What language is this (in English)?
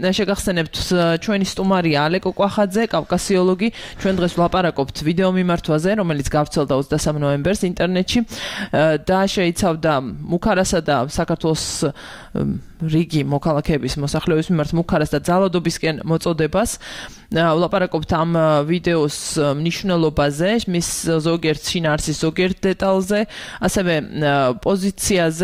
Georgian